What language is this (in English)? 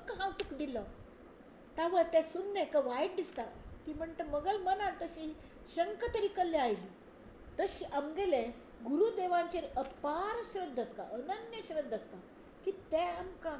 Konkani